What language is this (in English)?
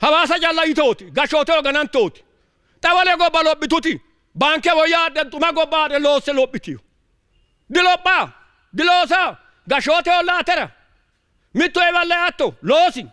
Sidamo